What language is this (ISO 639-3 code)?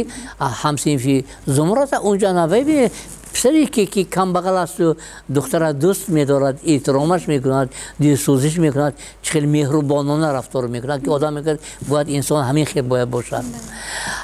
tgk